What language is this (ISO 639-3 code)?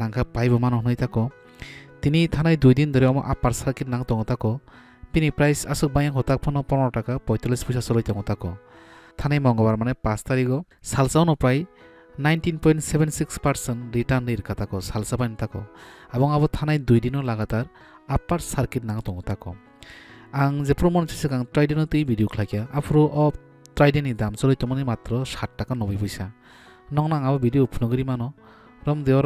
trp